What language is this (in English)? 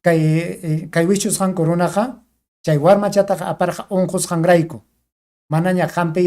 Ayacucho Quechua